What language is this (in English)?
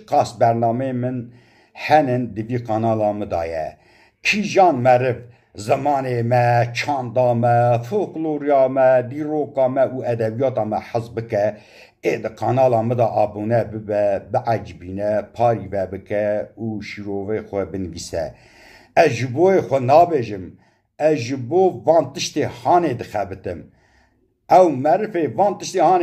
Kurdish